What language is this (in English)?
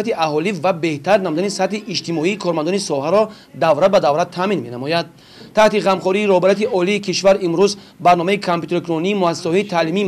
Tajik